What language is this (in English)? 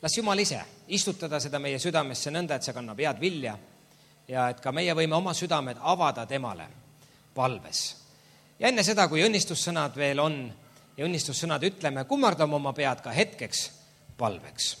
Estonian